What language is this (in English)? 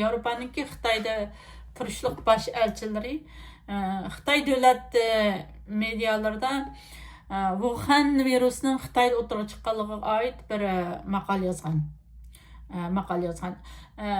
Uyghur